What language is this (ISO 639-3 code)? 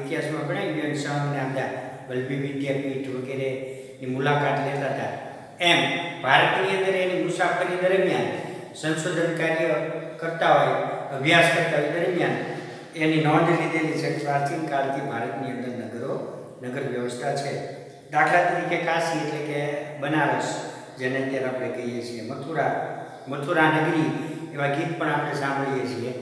guj